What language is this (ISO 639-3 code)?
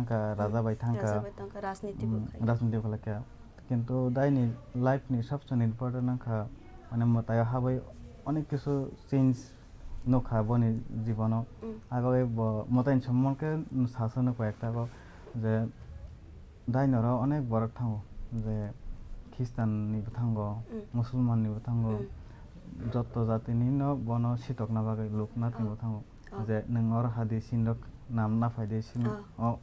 trp